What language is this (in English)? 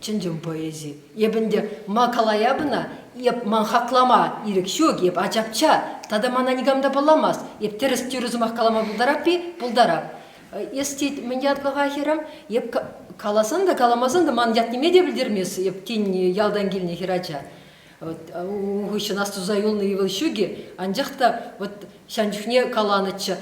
Chuvash